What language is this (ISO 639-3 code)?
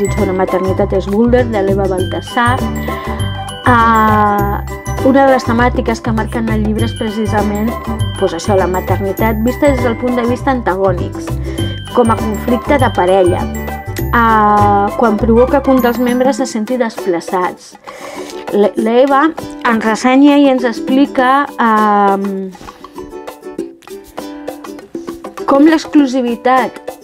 cat